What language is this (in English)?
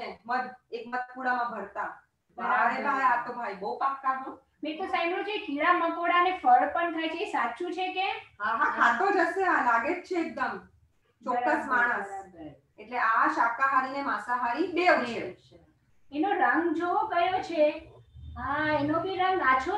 Gujarati